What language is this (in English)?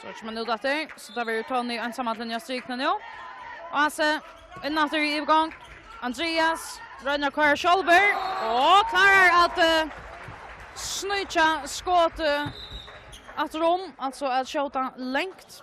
Faroese